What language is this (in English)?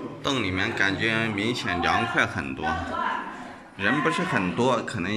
Chinese